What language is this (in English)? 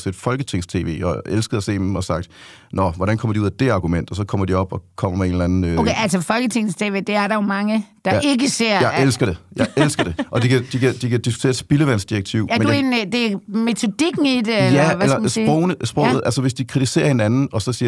Danish